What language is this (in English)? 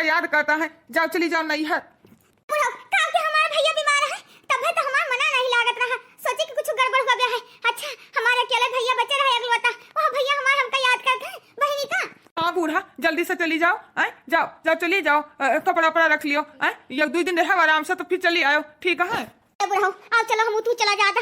Awadhi